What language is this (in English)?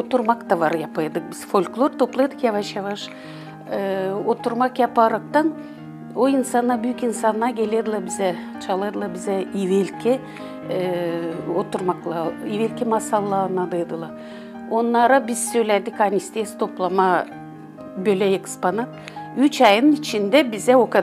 Gagauz